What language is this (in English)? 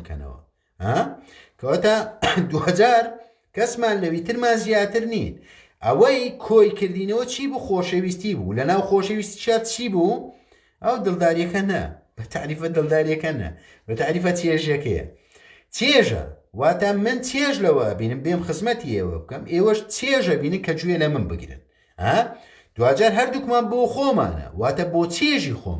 Central Kurdish